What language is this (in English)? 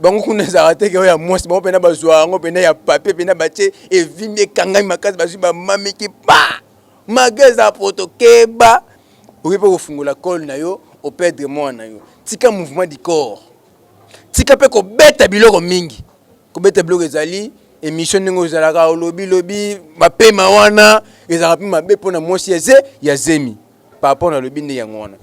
Lingala